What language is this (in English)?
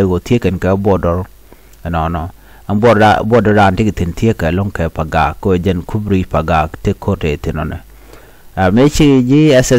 Nuer